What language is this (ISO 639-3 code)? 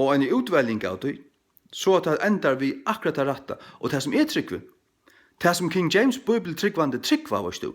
fao